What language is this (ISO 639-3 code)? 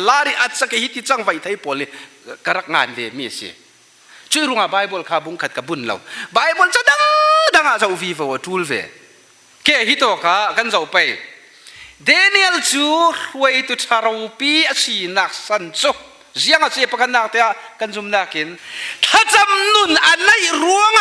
cfm